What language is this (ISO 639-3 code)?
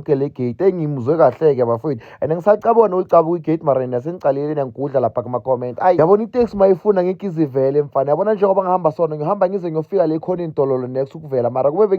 zul